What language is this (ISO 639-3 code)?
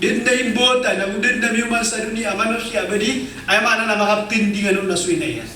mrw